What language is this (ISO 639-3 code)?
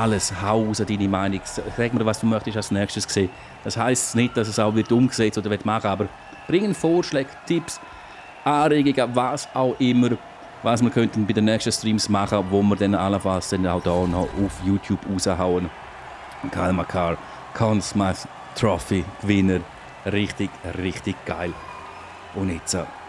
gsw